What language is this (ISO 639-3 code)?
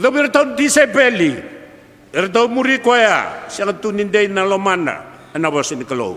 fij